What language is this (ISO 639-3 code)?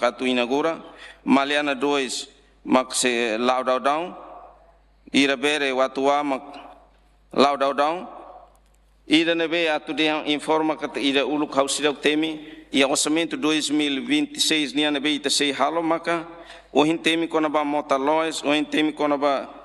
tet